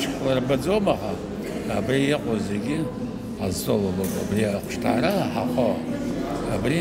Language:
Abkhazian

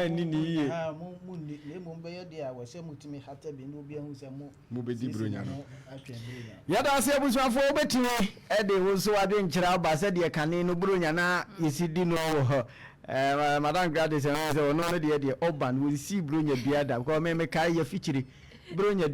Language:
Akan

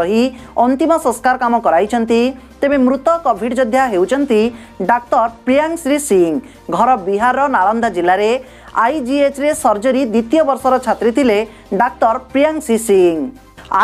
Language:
Odia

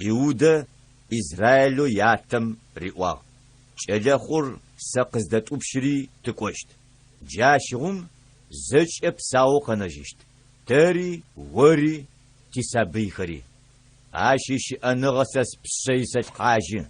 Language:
Adyghe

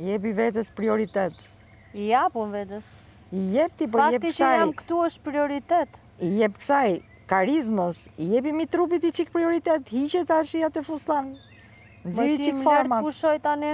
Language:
Albanian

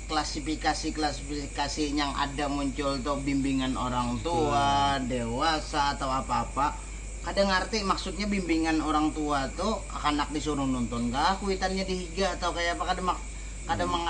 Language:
Banjar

